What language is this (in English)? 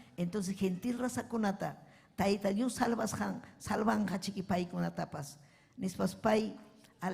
Ayacucho Quechua